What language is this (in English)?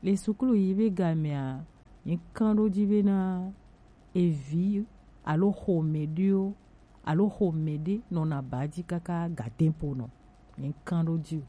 Gen